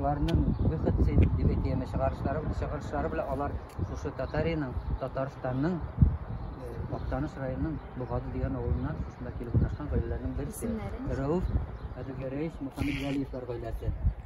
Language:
Tatar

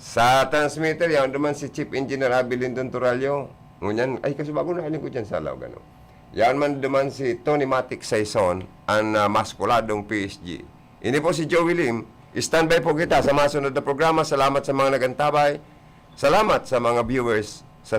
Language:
Bikol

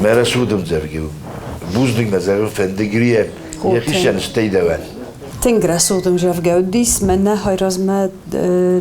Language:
Ossetic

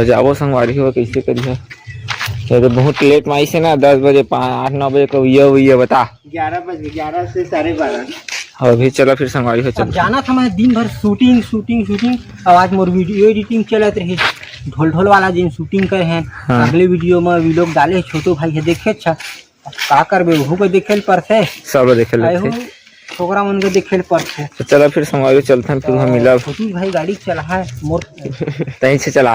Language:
Chhattisgarhi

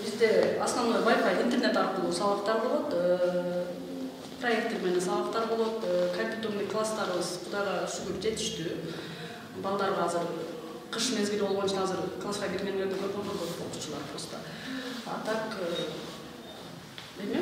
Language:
Kyrgyz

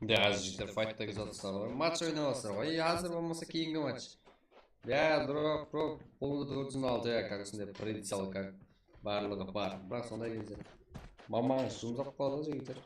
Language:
Kara-Kalpak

